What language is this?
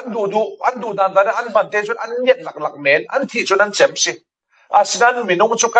Falam Chin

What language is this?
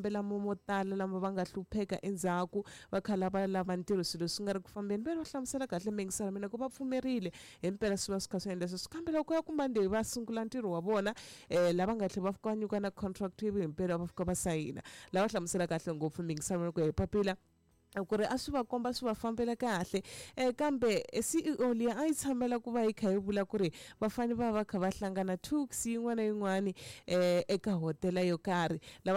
Tsonga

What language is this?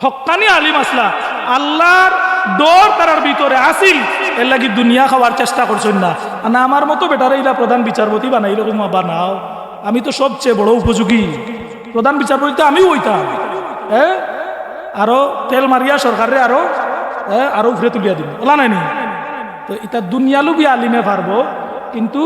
Sylheti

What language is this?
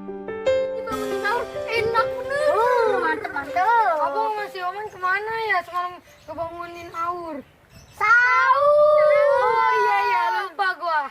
Betawi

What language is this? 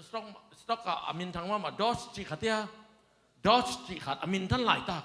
Tedim Chin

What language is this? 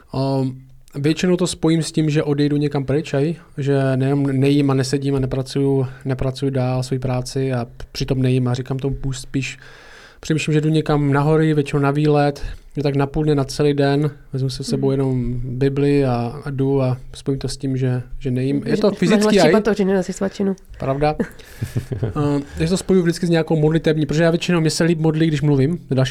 Czech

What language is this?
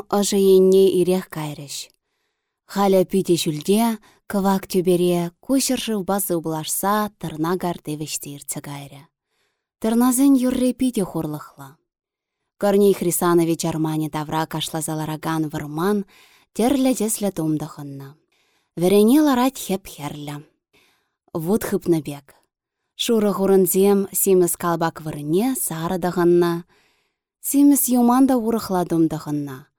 Chuvash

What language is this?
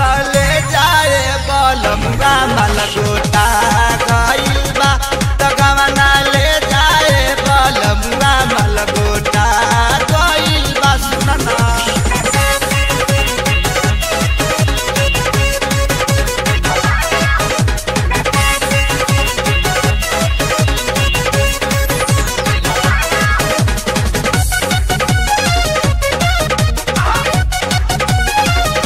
Bhojpuri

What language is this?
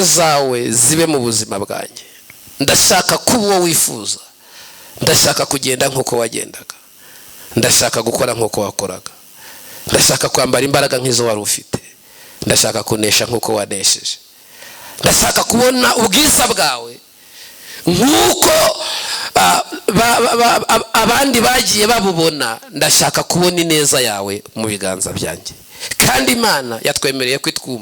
Kinyarwanda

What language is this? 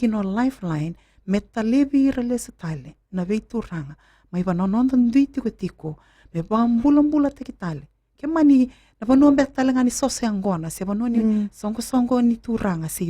Fijian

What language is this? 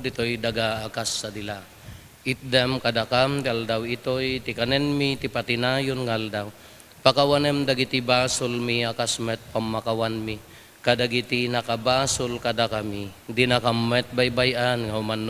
Iloko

